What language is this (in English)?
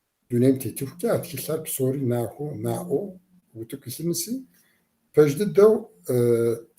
Kabardian